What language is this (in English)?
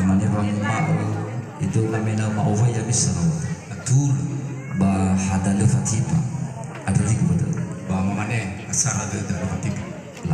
Nias